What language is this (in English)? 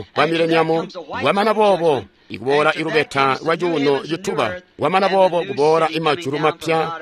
Tonga (Zambia)